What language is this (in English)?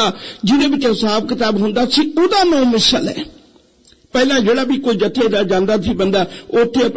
Punjabi